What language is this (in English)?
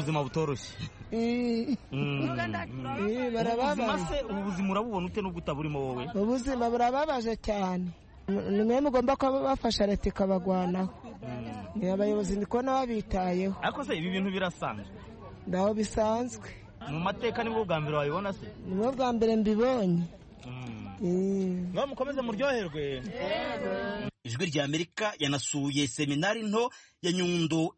Kinyarwanda